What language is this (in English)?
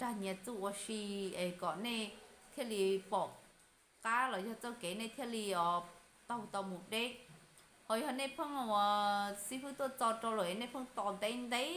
Hmong